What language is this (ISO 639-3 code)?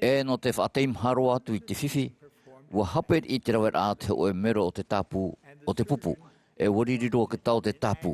tah